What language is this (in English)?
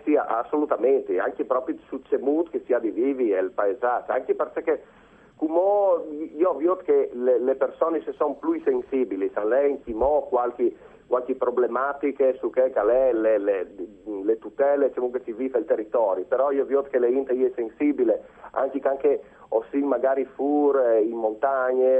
Friulian